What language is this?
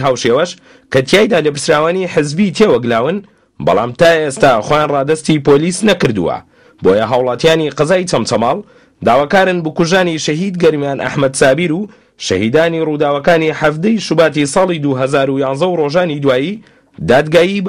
Central Kurdish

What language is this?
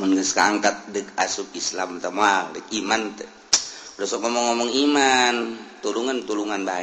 Sundanese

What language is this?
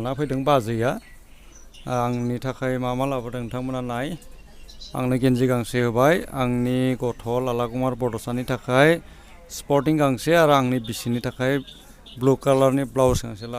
Bodo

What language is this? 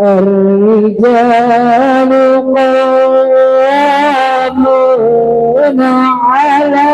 Buginese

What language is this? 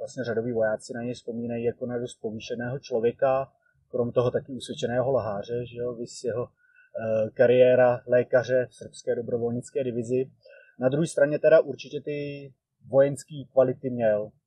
Czech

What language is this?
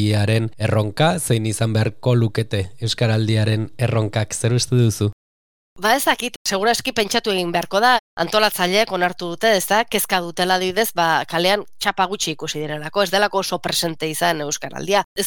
Basque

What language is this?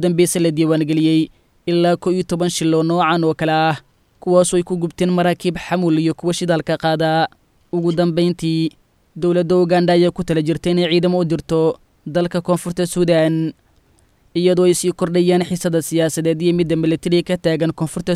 Somali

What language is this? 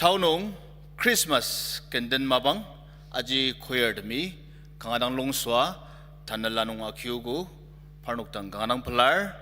Ao Naga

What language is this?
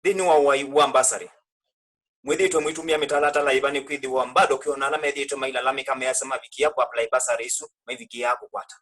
Kamba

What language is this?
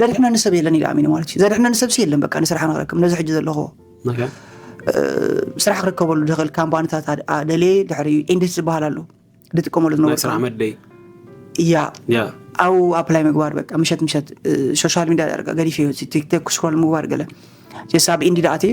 Tigrinya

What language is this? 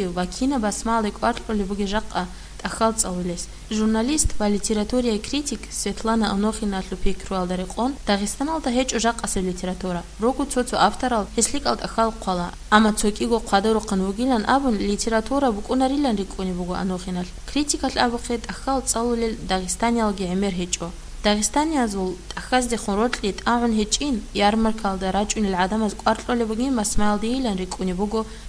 Avaric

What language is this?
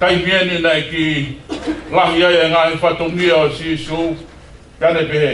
Tongan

